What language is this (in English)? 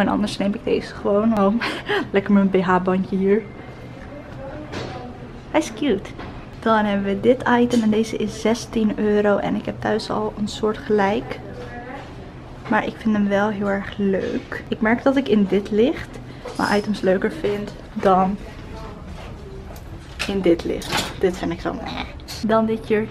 Dutch